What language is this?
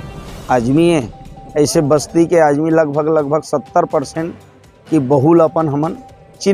Chhattisgarhi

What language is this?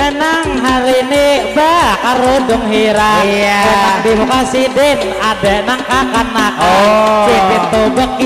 Banjar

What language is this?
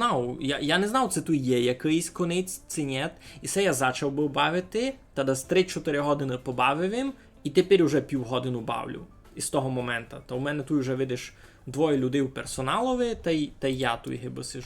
Rusyn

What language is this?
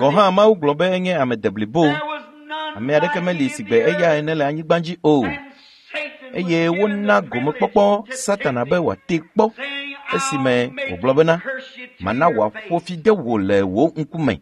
Ewe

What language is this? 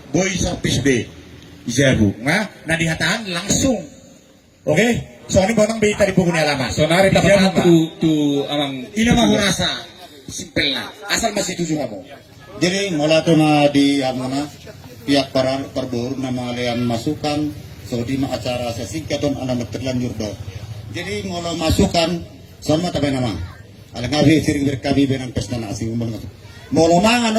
Batak Toba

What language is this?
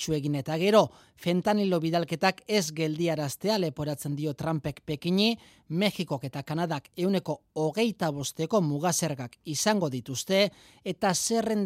Basque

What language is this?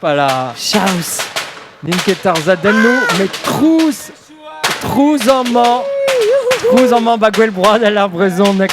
Breton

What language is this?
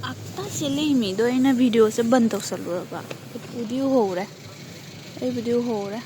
Manipuri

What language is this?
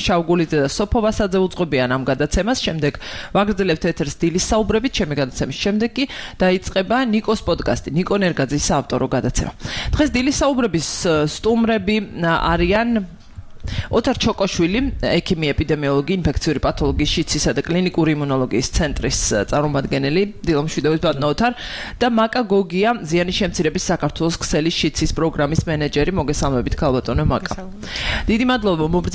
Georgian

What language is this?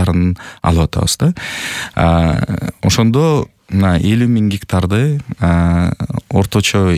Kyrgyz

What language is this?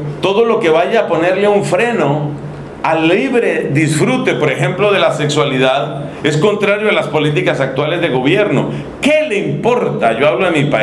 Spanish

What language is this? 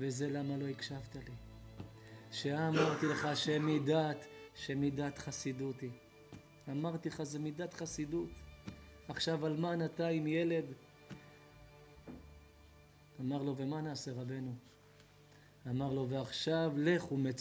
Hebrew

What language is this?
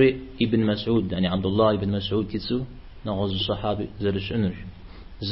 Kabardian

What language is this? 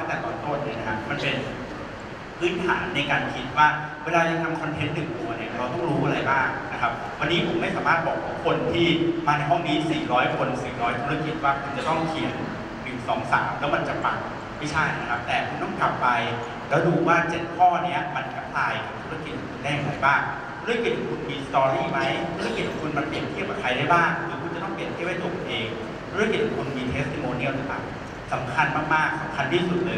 Thai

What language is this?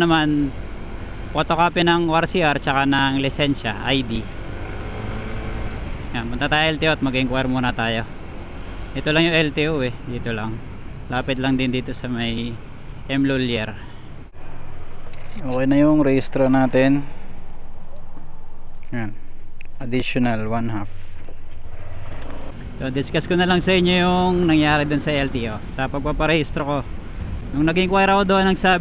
Filipino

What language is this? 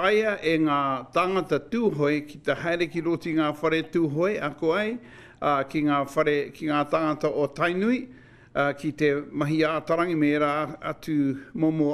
Māori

